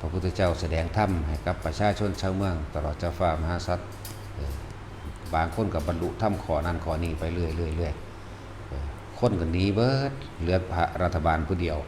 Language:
Northeastern Thai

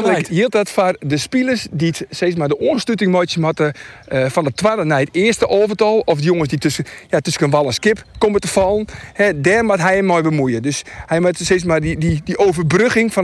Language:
Western Frisian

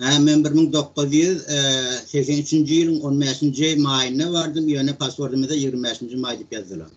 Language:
Turkmen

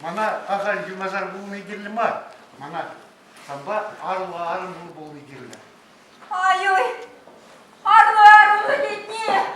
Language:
Chuvash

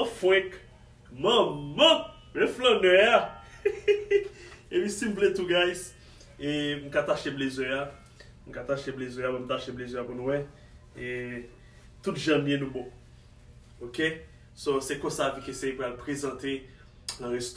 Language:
Haitian Creole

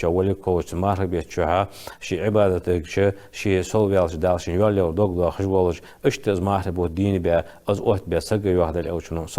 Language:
Ingush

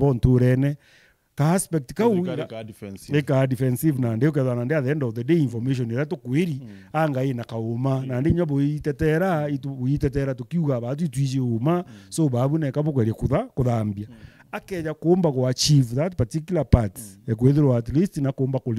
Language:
Meru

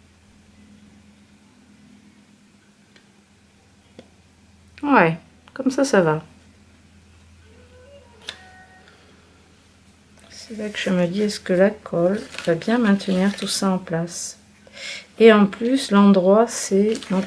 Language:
French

